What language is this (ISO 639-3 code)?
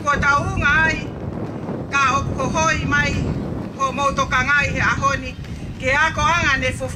ton